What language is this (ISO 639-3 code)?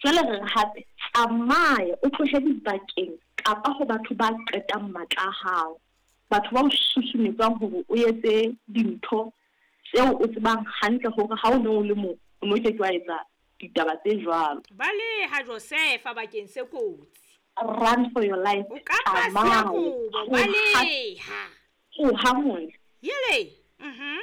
sot